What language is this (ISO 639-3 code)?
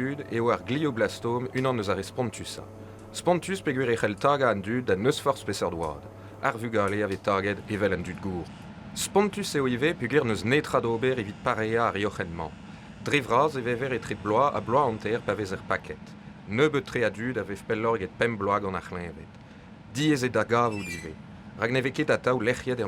bre